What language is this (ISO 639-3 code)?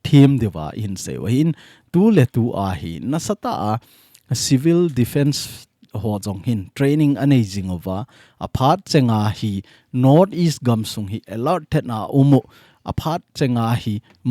tcz